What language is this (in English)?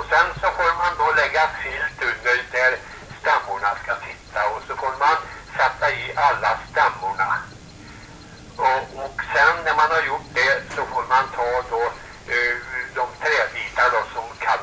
Swedish